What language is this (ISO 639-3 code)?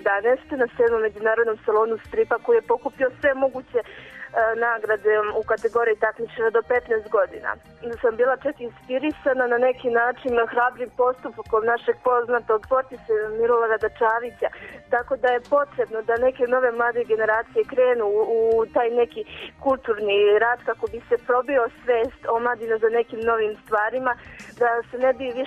srp